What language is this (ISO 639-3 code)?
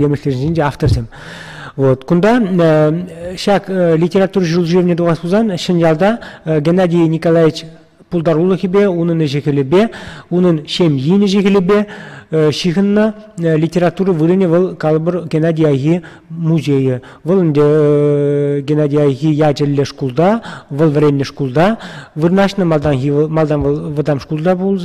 chv